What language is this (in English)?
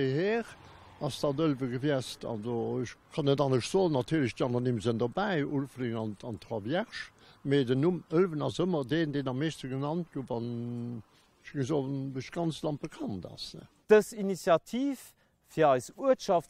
Luxembourgish